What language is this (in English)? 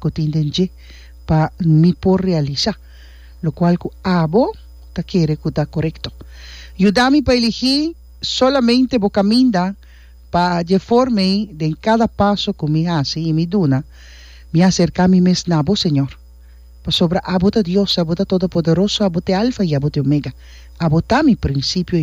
Papiamento